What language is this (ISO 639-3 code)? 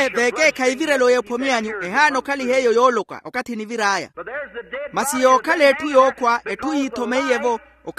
vmw